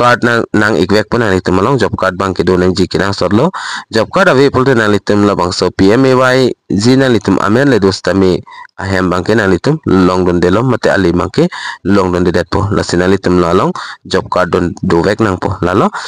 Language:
Karbi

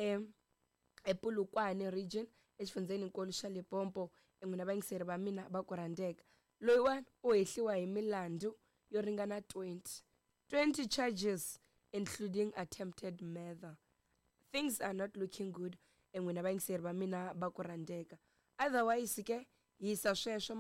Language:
Tsonga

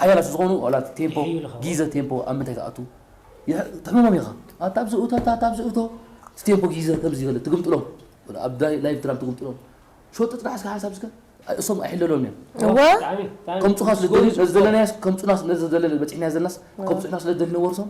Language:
Tigrinya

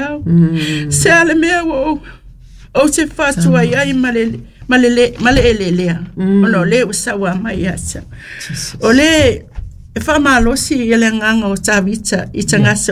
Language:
Samoan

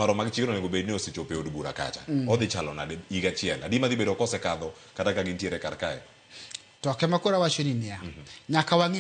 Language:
Luo (Kenya and Tanzania)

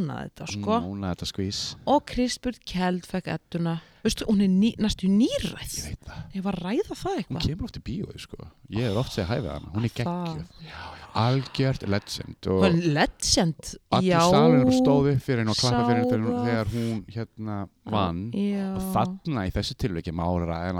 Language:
Icelandic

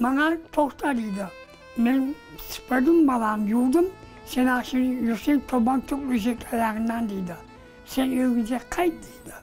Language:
Crimean Tatar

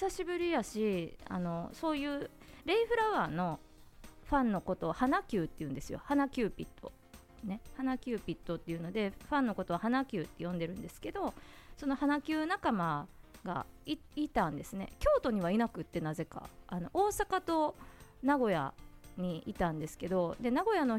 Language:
Japanese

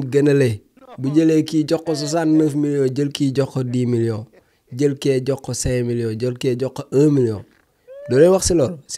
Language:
Wolof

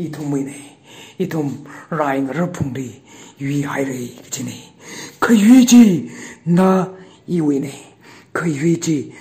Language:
Tangkhul Naga (India)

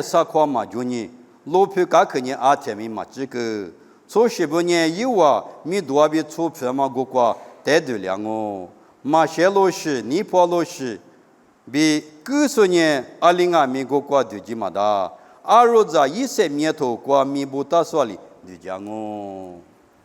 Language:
Lisu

